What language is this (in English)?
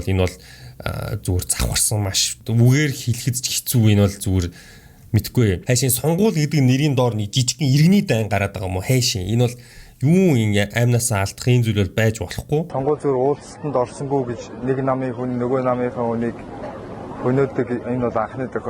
Mongolian